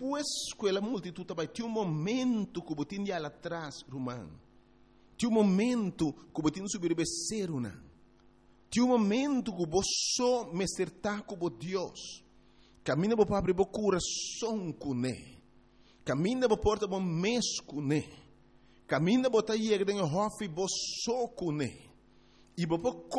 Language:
Papiamento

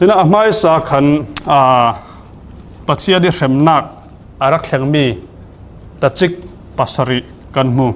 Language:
Falam Chin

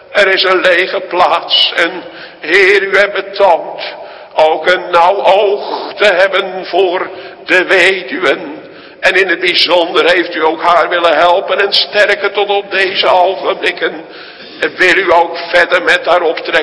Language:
Dutch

